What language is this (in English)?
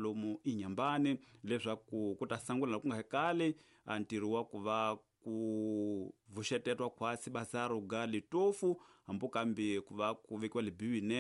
Tsonga